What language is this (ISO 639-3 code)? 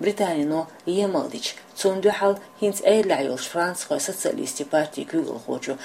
che